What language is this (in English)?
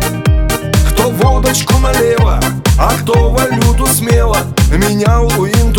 Russian